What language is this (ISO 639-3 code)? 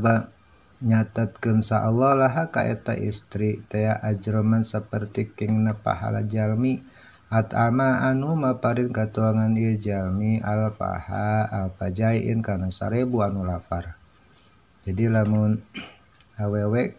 sun